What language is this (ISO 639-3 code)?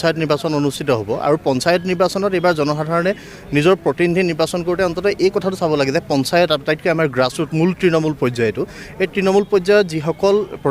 asm